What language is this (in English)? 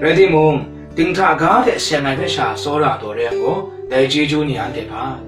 Kachin